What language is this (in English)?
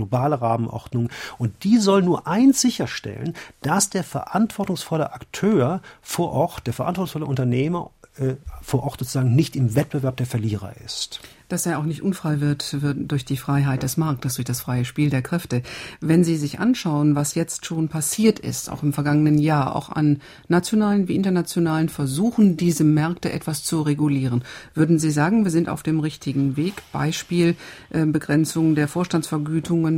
German